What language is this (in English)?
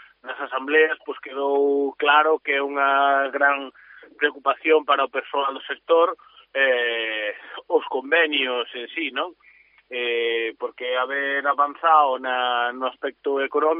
Galician